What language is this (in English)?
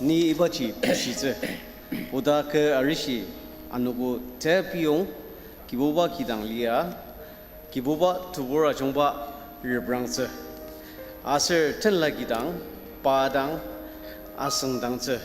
Ao Naga